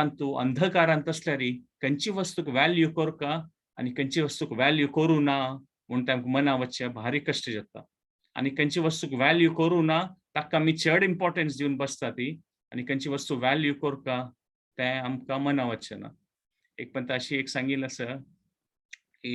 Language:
Konkani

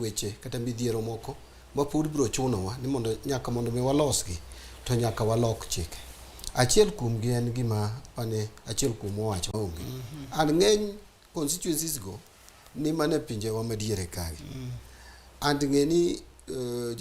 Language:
Luo (Kenya and Tanzania)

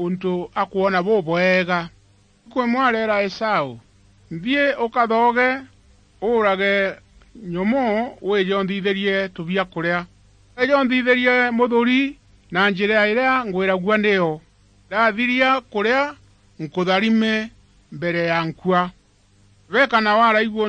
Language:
Meru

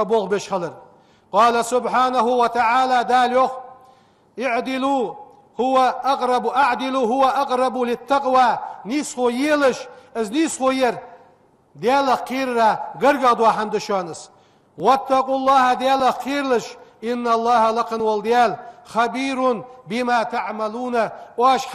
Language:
Ingush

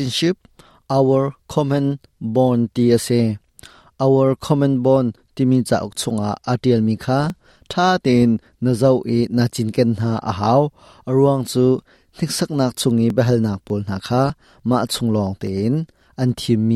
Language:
Hakha Chin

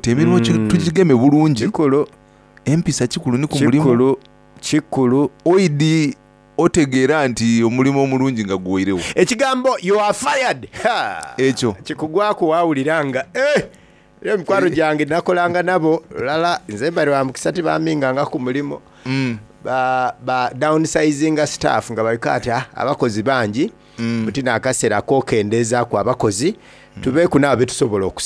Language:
Soga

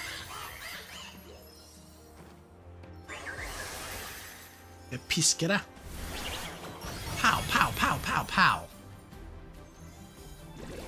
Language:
Norwegian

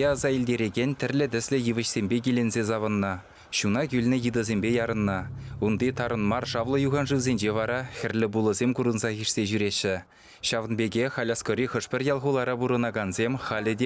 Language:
Chuvash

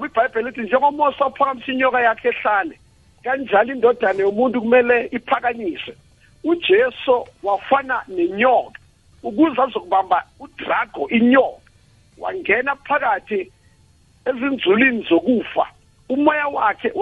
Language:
South Ndebele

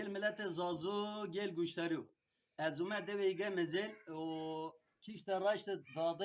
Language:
Zaza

